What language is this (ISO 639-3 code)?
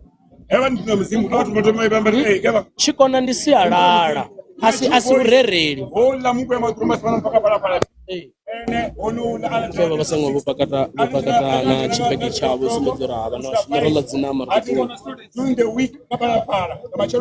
ven